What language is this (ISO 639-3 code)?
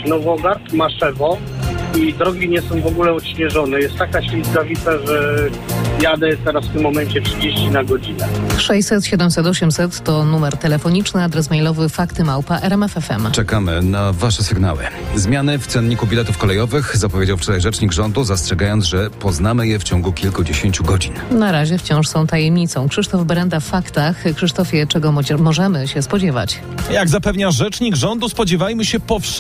pol